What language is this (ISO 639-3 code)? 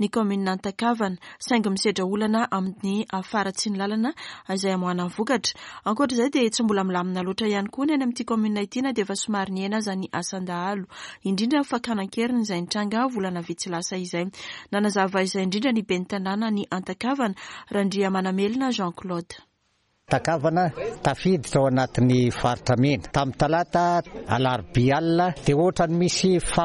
mlg